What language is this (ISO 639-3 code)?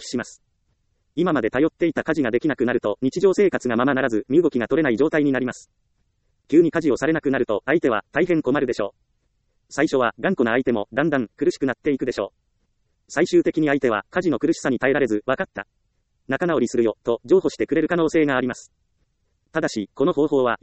jpn